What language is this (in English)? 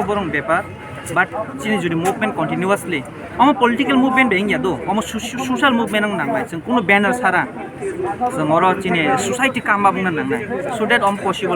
Kok Borok